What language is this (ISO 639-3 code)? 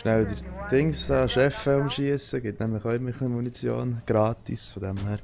gsw